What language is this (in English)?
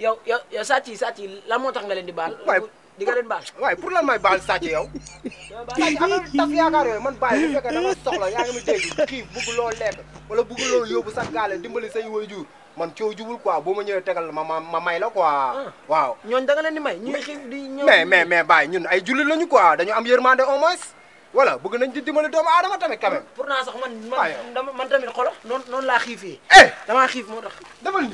Wolof